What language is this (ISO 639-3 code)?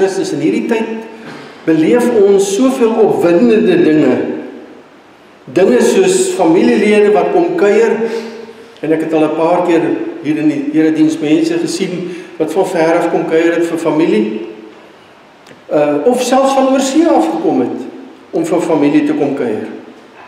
afr